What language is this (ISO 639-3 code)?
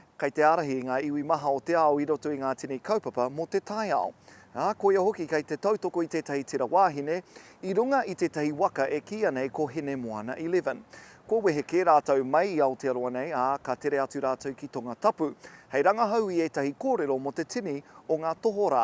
mri